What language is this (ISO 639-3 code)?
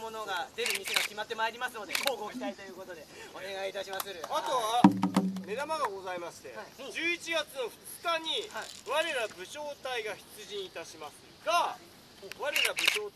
jpn